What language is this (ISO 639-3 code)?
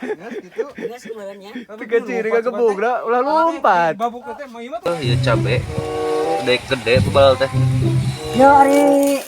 sun